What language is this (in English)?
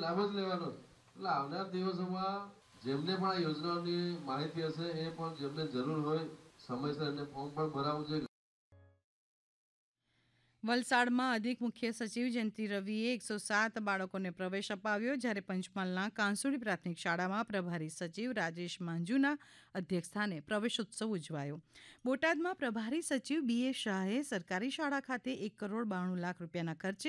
Gujarati